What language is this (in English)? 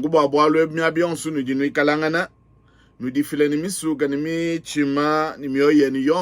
Luba-Lulua